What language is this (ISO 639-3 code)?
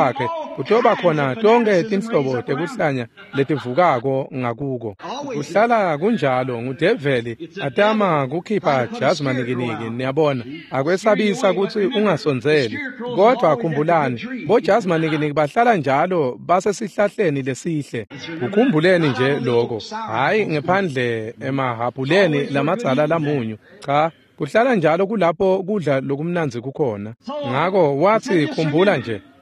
ssw